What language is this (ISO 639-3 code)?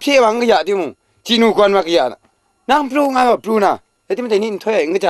kac